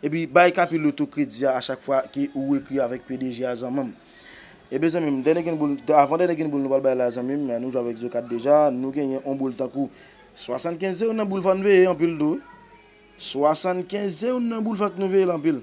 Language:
Haitian Creole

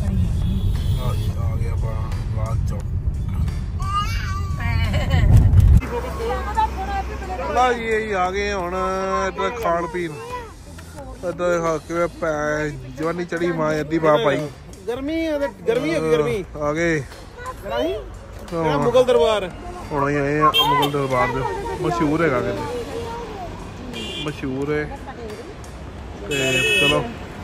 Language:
Punjabi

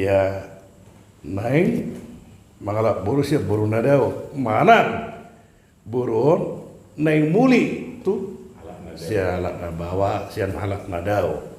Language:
Batak Toba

